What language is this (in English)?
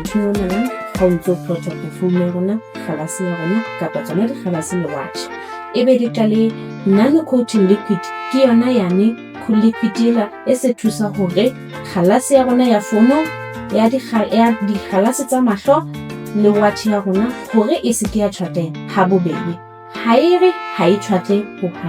Southern Sotho